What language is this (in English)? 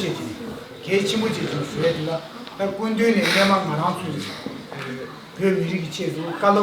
Tibetan